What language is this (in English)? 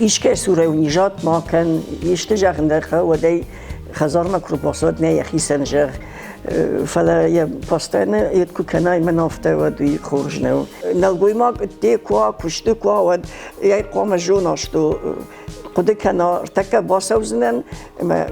Ossetic